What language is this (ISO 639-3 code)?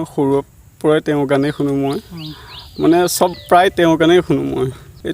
asm